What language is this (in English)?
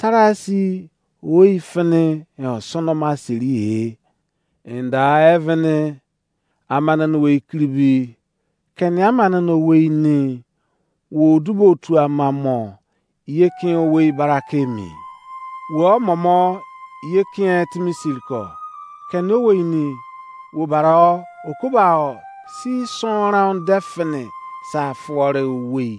Izon